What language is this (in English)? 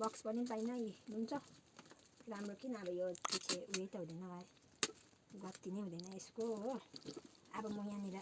Nepali